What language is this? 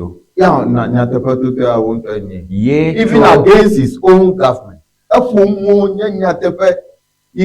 Ewe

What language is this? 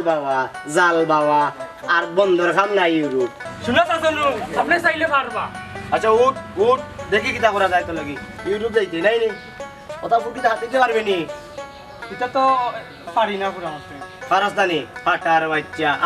Sylheti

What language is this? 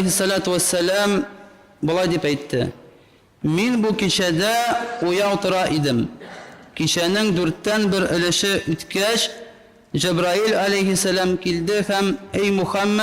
Tatar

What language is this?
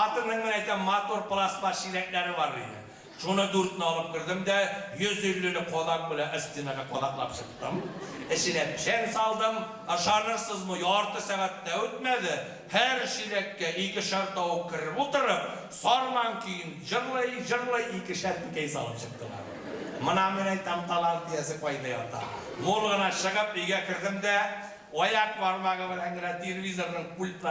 Bashkir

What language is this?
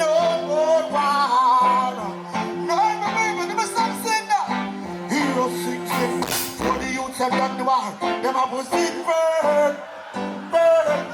Jamaican Creole English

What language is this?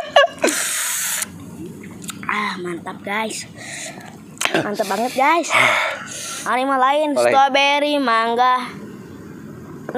Indonesian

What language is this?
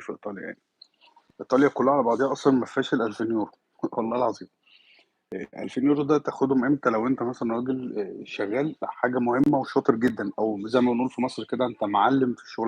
Egyptian Arabic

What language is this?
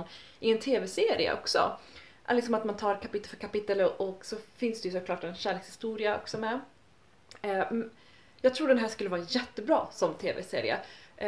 Swedish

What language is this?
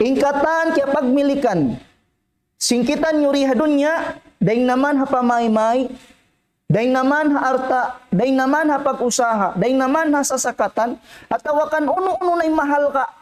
Tausug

